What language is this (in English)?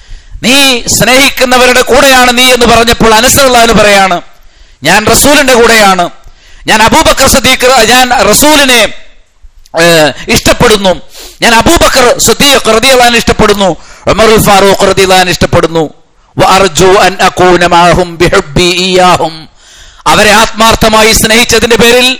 Malayalam